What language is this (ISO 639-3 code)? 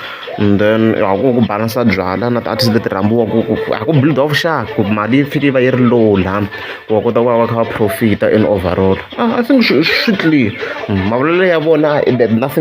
tso